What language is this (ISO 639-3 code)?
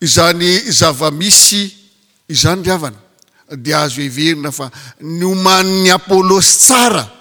mlg